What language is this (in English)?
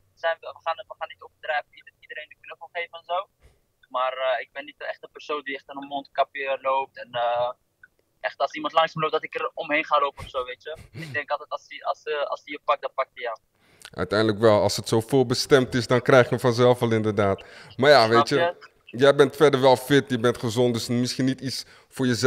Dutch